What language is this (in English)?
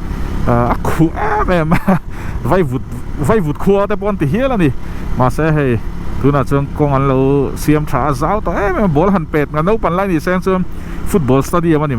Mizo